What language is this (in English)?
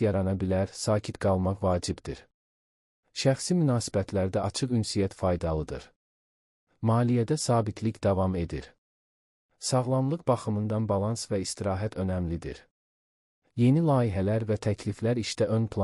Azerbaijani